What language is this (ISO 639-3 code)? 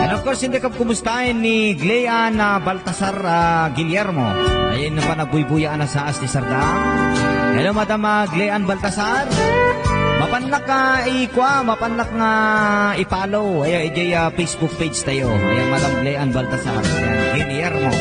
ilo